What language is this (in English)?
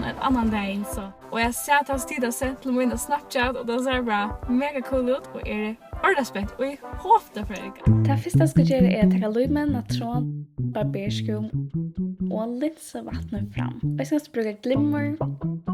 Faroese